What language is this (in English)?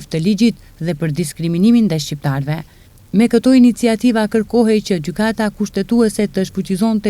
Albanian